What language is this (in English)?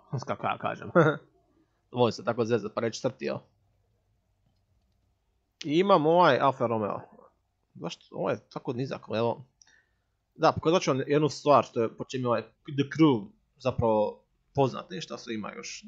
Croatian